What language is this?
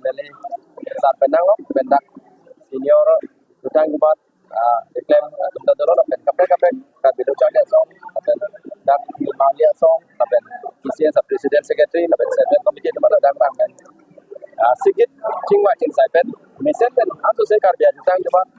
Karbi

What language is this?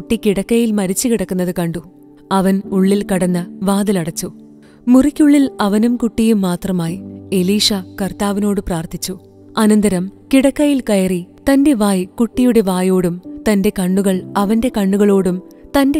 Malayalam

